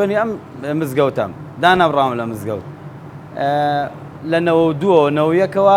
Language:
Central Kurdish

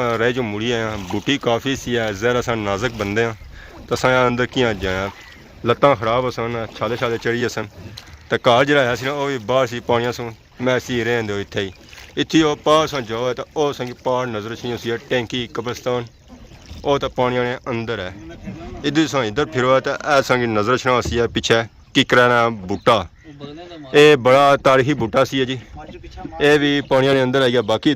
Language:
Pahari-Potwari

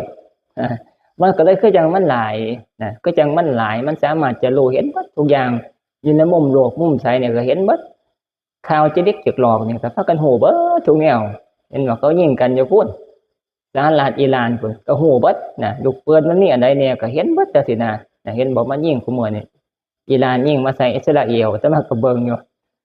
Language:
Northeastern Thai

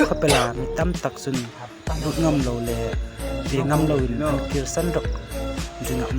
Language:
Hmar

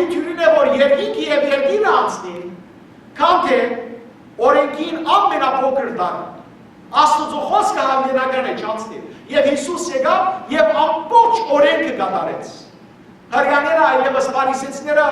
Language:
Western Armenian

